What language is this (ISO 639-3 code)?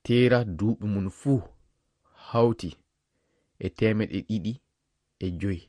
ful